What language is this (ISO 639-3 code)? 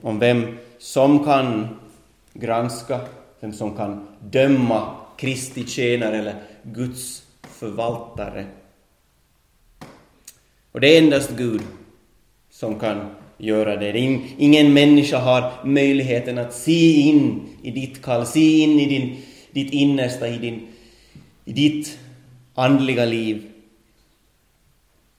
swe